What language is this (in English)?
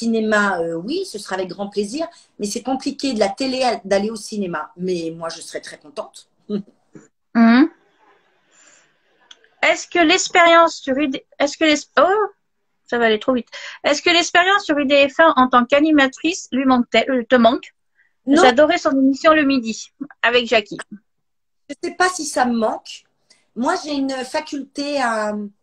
French